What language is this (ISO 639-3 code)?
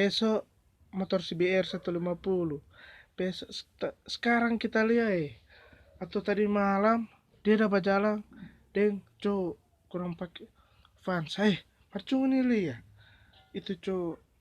xmm